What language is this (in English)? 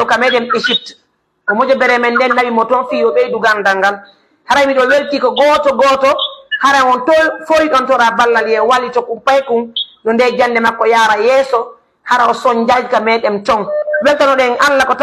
Pular